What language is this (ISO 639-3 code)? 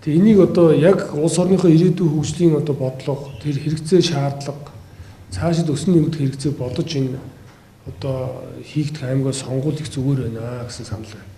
mon